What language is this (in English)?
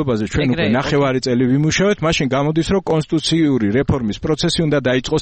Georgian